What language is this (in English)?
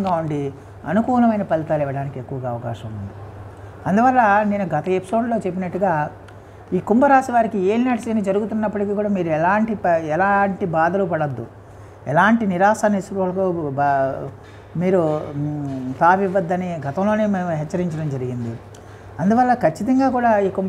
Telugu